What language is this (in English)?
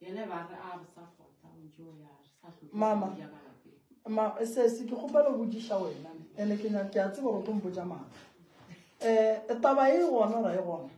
Northern Sotho